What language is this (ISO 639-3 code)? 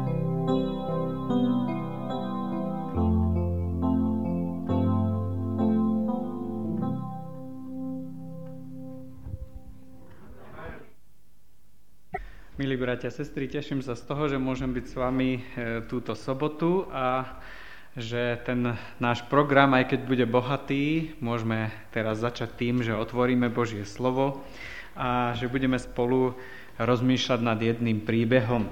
slk